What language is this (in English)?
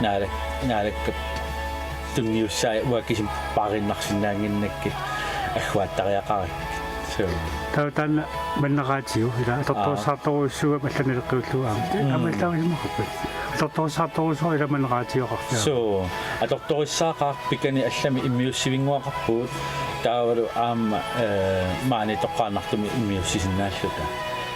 Kalaallisut